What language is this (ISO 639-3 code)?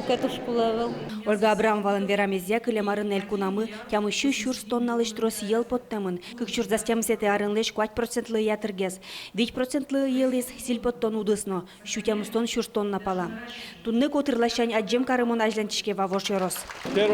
udm